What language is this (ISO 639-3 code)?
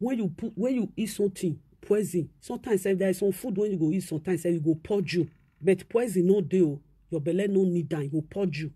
pcm